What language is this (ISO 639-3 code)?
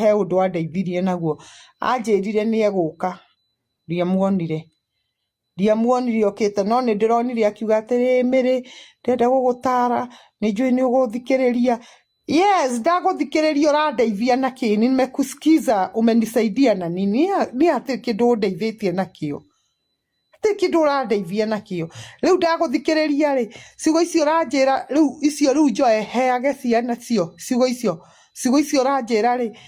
kik